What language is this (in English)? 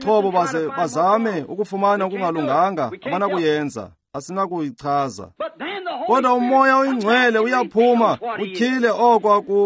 Xhosa